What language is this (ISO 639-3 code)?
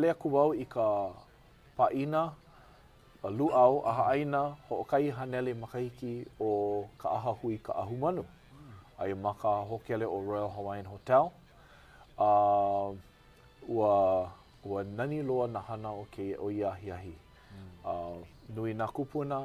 haw